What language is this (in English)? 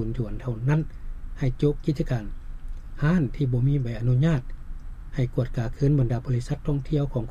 Lao